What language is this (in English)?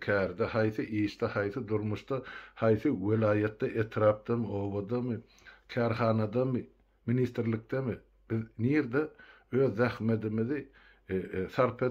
Turkmen